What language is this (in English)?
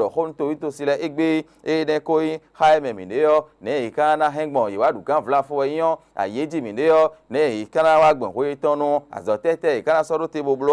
Fon